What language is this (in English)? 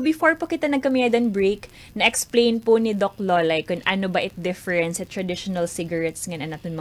Waray